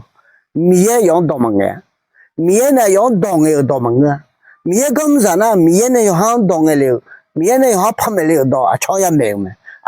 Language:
Akha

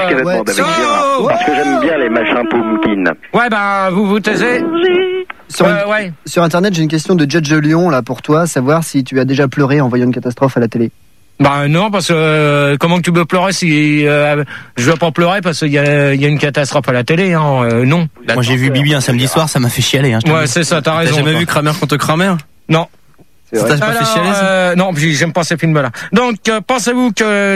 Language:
French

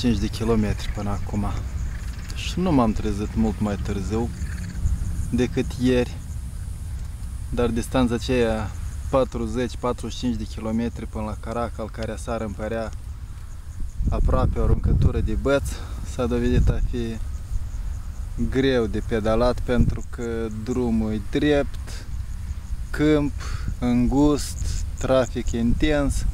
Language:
Romanian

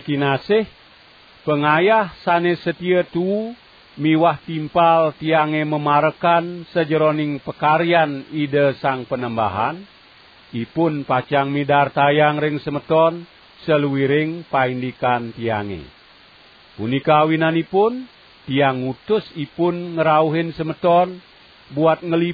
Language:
Balinese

